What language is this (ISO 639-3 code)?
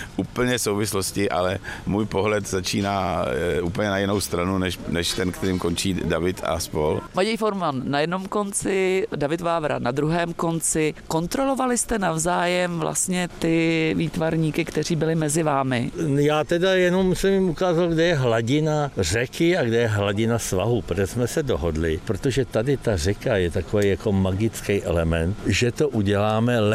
ces